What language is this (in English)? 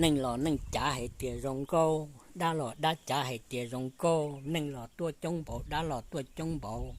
Hmong